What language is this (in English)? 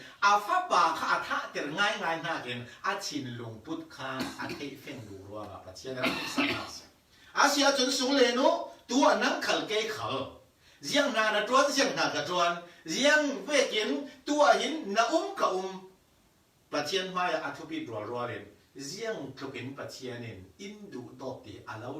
Falam Chin